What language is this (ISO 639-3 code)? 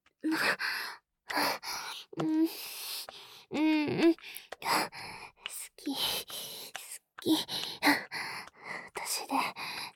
jpn